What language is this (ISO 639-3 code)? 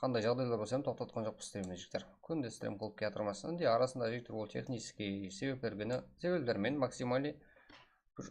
kaa